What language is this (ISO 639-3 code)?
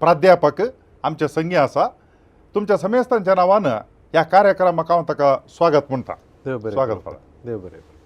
kok